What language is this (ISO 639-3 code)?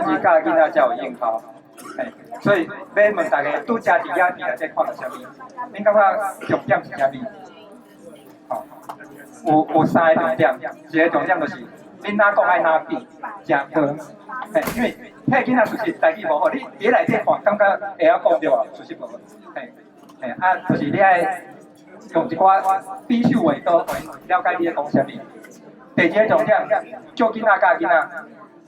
nan